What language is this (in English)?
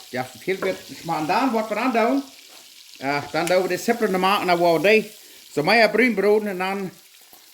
Plautdietsch